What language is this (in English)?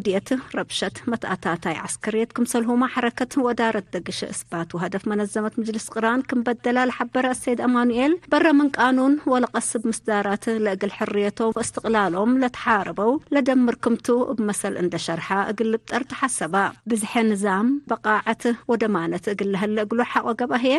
Tigre